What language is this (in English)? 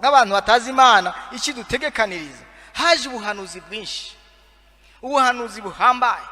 Rundi